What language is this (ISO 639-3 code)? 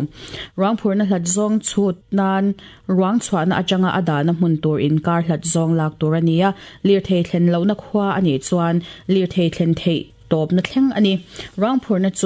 lus